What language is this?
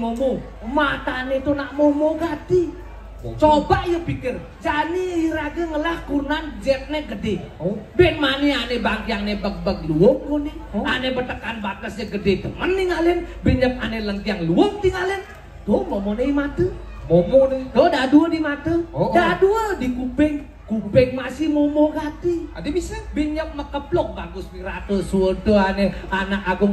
Balinese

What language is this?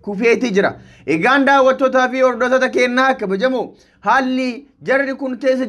Oromo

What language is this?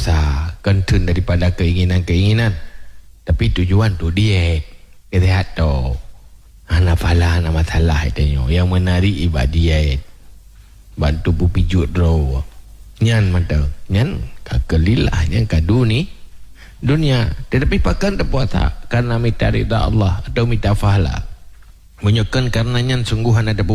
Achinese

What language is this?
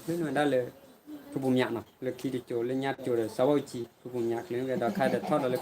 S'gaw Karen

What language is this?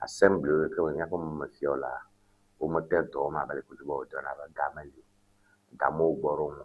Ewe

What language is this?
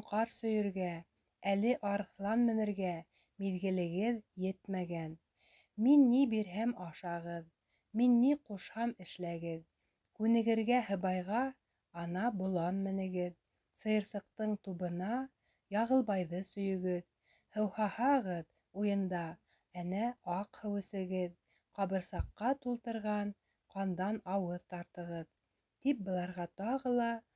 Bashkir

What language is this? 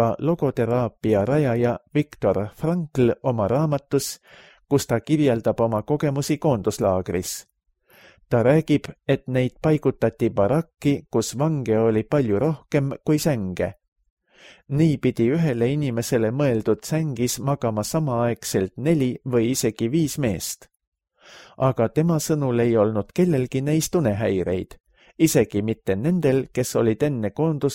Estonian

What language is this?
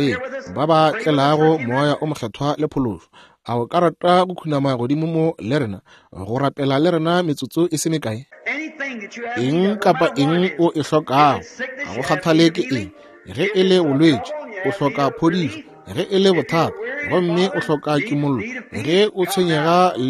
Northern Sotho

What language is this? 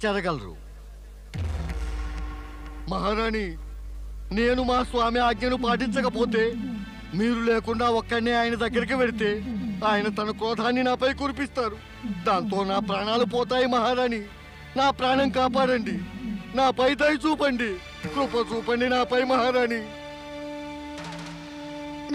Telugu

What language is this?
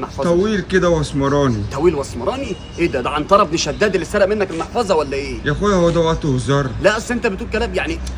Egyptian Arabic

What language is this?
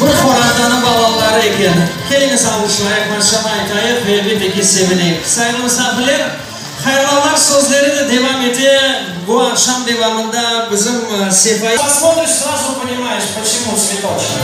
Crimean Tatar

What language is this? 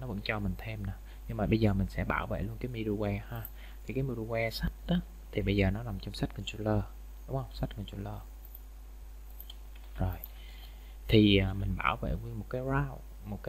Vietnamese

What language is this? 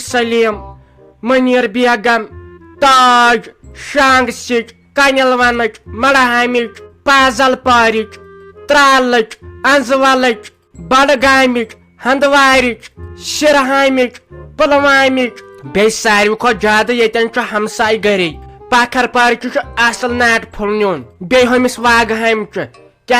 Kashmiri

